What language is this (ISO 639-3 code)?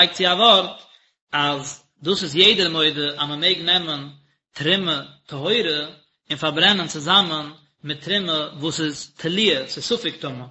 yid